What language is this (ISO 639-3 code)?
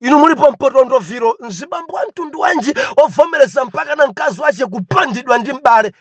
nya